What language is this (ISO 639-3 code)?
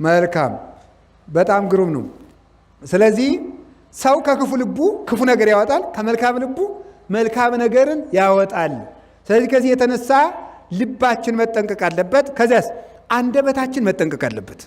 amh